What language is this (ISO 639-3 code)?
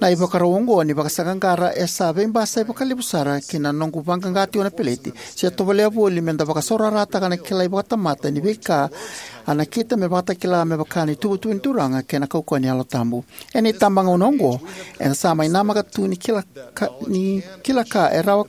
fij